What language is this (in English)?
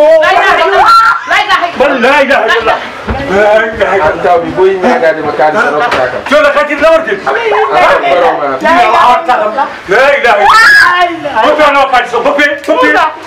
Fula